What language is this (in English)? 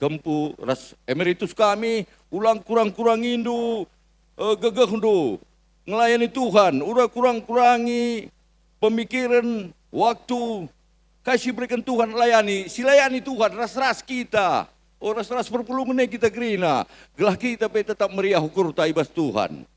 Batak Karo